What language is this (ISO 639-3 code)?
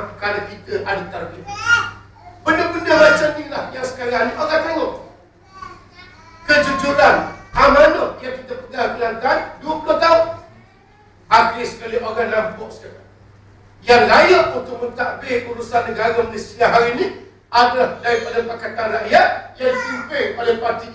msa